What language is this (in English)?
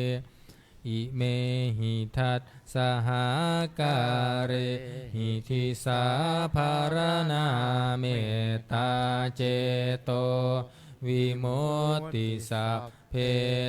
Pali